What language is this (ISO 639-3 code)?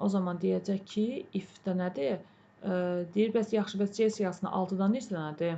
aze